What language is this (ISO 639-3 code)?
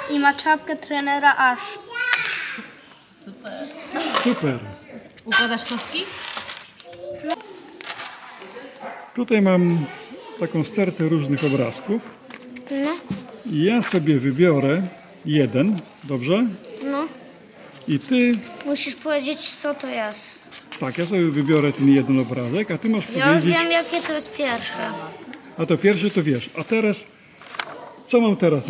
pol